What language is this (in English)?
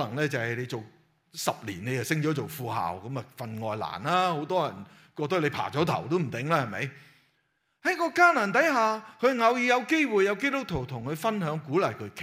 Cantonese